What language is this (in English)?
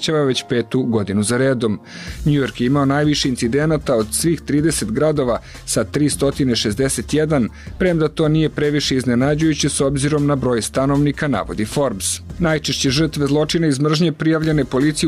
Serbian